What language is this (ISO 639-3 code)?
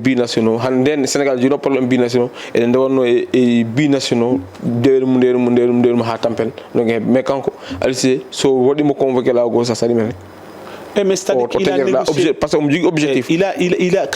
ful